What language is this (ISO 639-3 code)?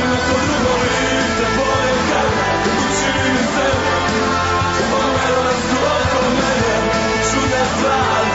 srp